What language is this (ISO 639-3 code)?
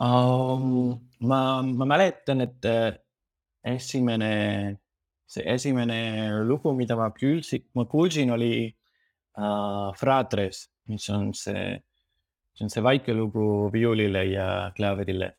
est